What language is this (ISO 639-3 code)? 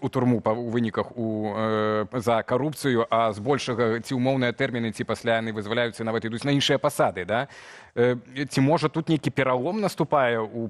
bel